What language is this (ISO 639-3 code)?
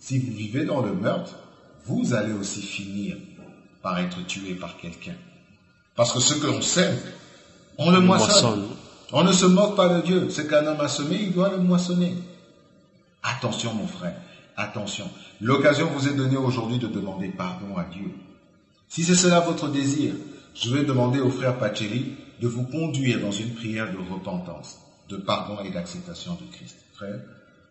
fra